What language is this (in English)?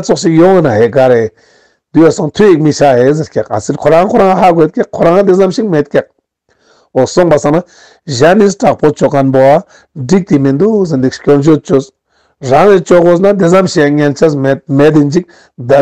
Ladakhi